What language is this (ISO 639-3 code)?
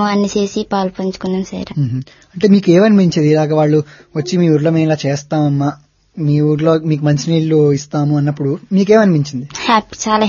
tel